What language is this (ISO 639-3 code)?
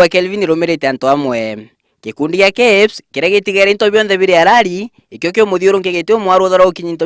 mer